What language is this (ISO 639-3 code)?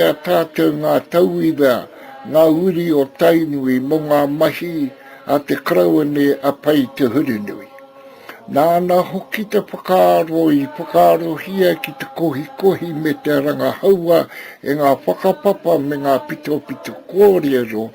mri